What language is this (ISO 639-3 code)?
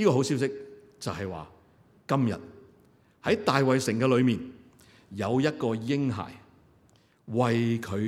yue